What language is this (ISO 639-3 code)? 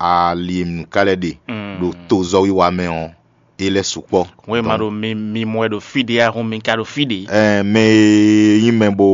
fon